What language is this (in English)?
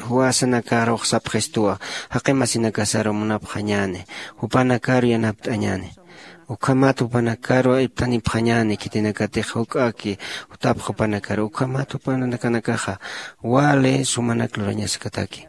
Aymara